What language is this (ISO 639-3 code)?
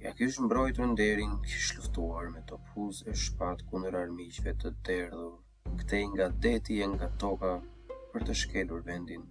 sqi